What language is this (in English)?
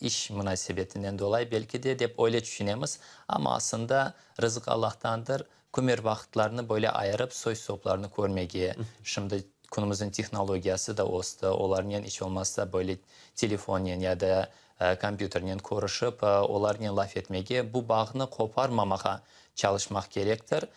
Crimean Tatar